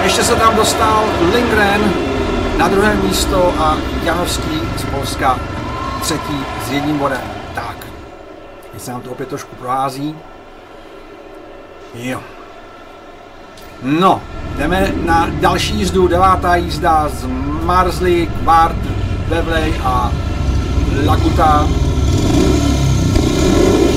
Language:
Czech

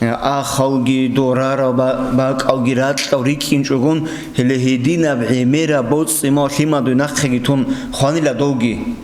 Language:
Avaric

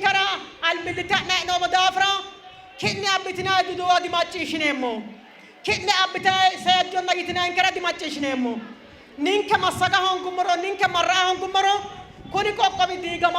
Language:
Sidamo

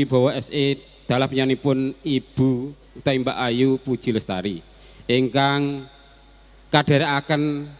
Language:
Javanese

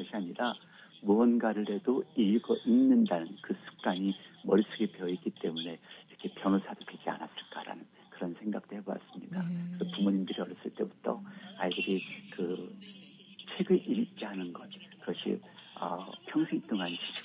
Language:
Korean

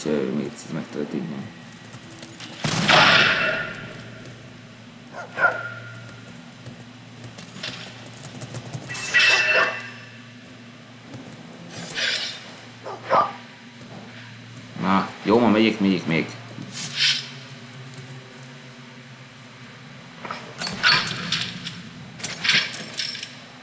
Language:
Hungarian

